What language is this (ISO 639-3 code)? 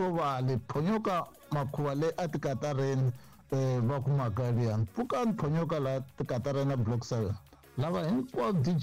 tso